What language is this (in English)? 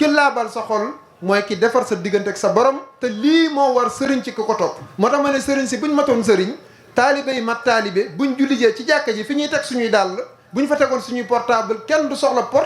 Wolof